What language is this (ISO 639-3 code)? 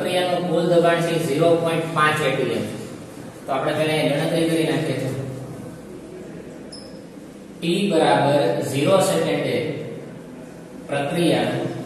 guj